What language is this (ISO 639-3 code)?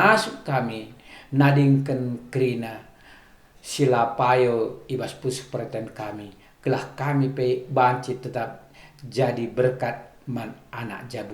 btx